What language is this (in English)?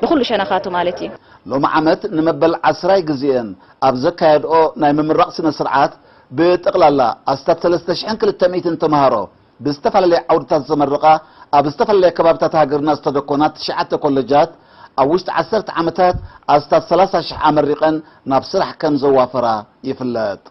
Tigrinya